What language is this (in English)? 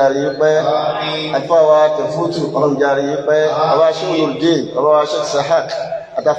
Yoruba